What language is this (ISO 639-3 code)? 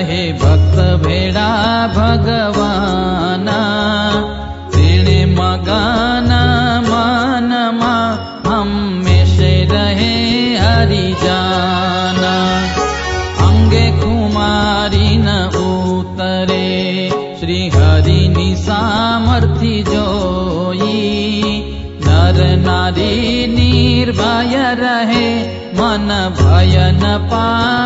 guj